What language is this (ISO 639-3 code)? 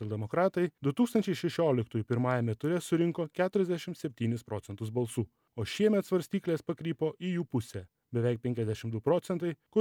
lit